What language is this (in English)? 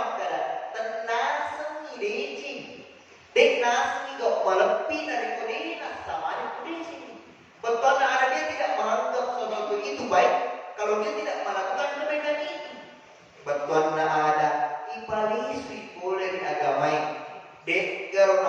Buginese